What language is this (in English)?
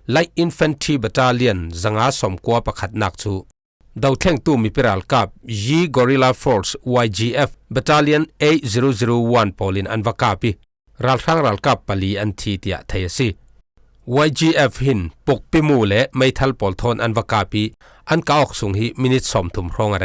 Falam Chin